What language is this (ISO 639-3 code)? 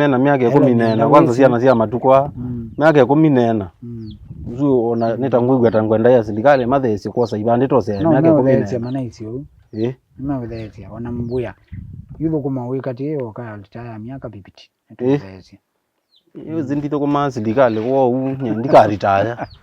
kam